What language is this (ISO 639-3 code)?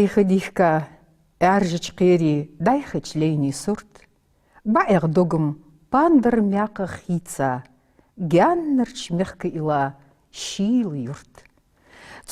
inh